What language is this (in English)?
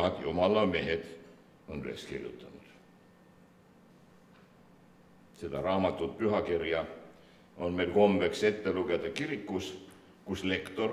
Estonian